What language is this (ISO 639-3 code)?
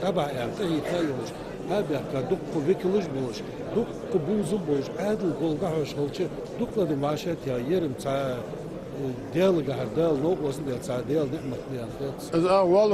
inh